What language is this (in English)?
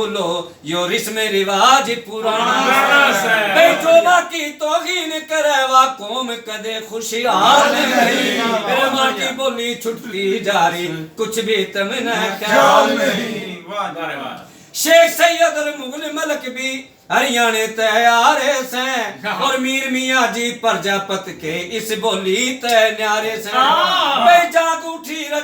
Haryanvi